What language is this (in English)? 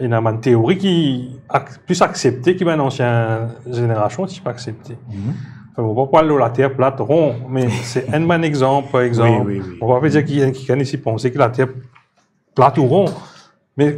Morisyen